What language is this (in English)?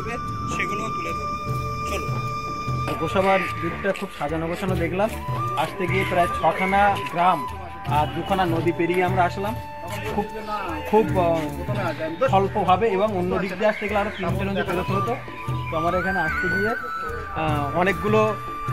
Bangla